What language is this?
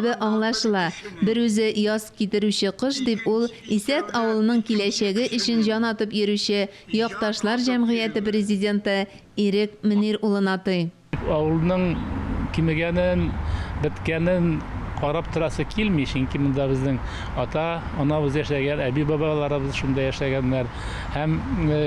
Tatar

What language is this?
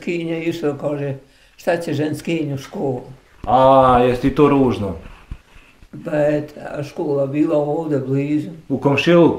Bosnian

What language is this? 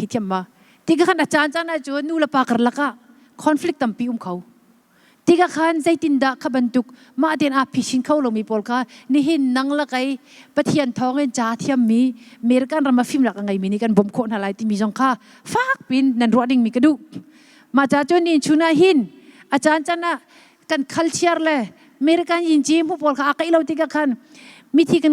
Hakha Chin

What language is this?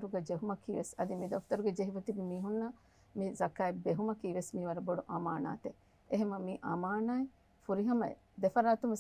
Divehi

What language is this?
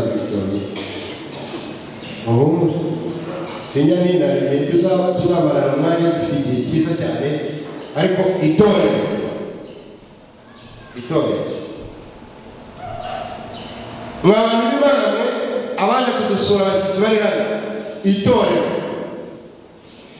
Kinyarwanda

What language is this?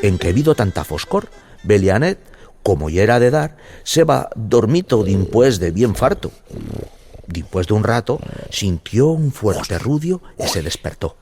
Aragonese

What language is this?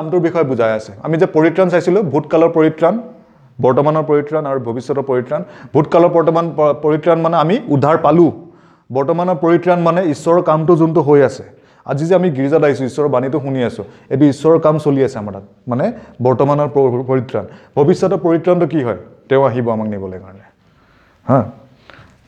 Assamese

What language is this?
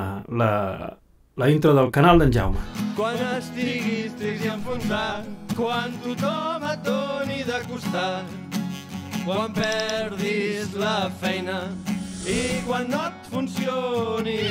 Catalan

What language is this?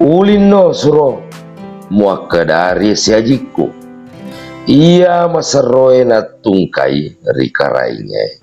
Buginese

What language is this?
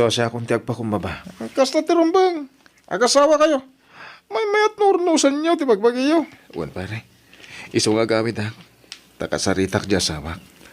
Iloko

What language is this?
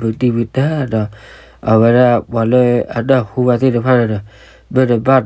S'gaw Karen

